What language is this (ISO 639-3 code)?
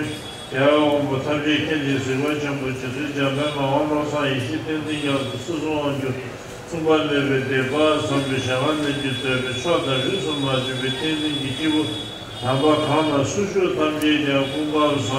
bod